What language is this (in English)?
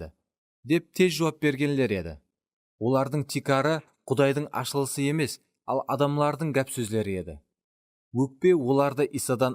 Kara-Kalpak